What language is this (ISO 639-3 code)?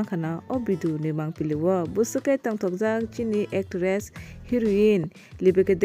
trp